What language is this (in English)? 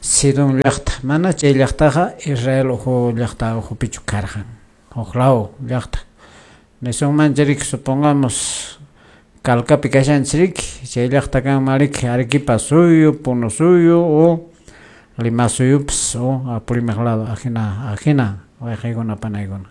Quechua